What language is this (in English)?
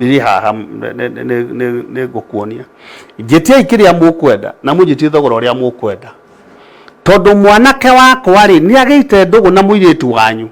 Kikuyu